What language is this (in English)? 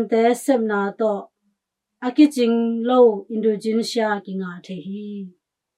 Tedim Chin